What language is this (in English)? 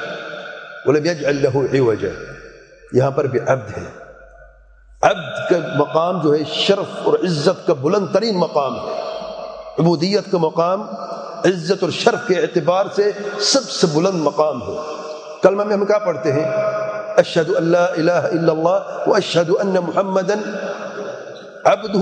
Urdu